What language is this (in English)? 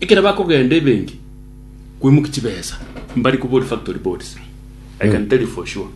Gusii